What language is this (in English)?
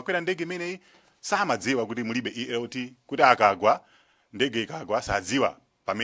Nyanja